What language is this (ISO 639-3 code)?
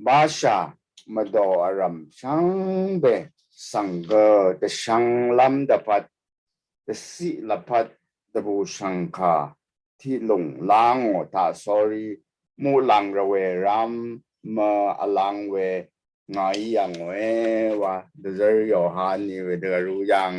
raw